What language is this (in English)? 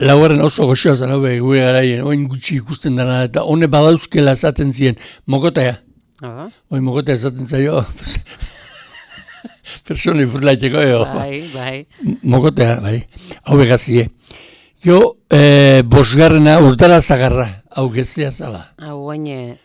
Basque